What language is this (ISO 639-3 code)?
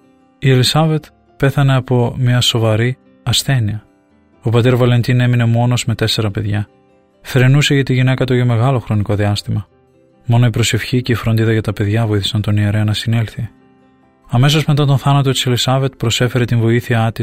ell